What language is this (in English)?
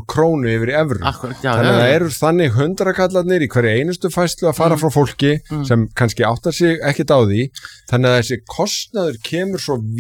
Icelandic